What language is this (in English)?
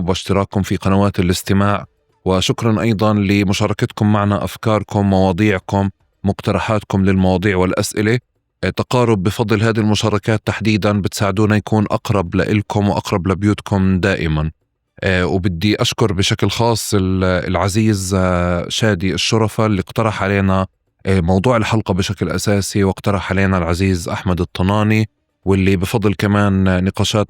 North Levantine Arabic